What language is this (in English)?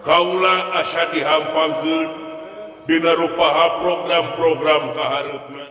Sundanese